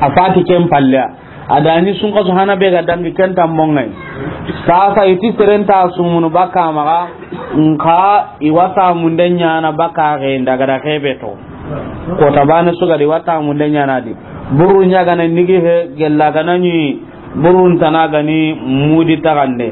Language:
Soninke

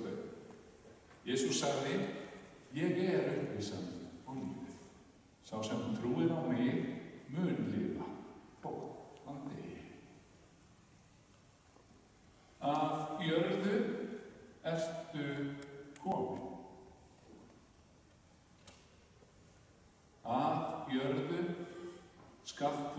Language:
Icelandic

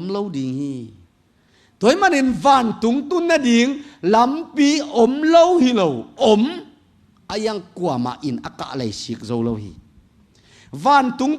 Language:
Tedim Chin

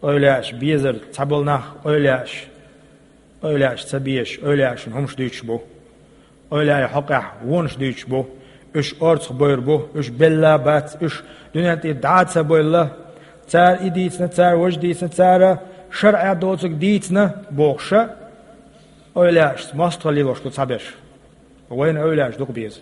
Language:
Chechen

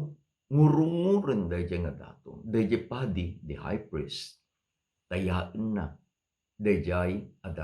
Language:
Iloko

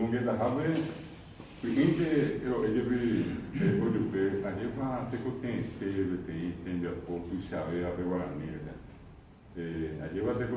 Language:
Guarani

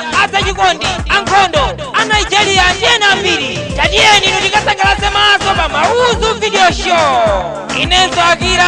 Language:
Nyanja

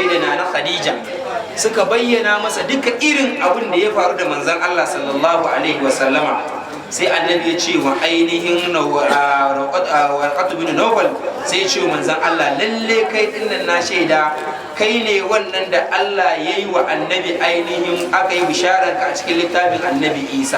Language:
Hausa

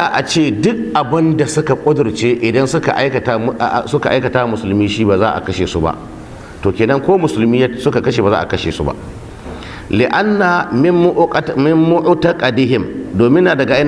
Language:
Hausa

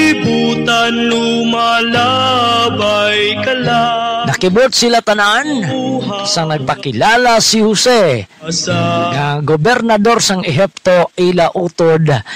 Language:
Hiligaynon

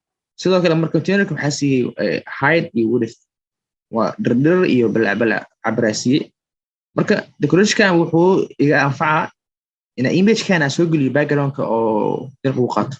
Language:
Somali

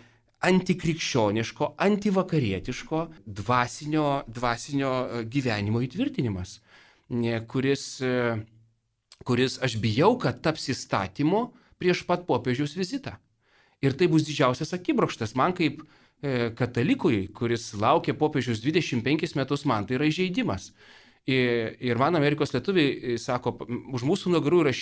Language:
Lithuanian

